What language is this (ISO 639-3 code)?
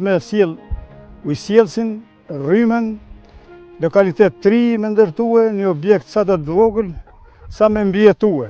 sqi